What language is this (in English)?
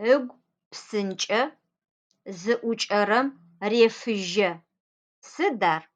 Adyghe